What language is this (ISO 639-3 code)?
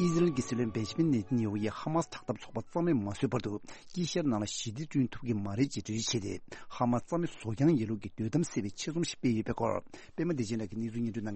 bod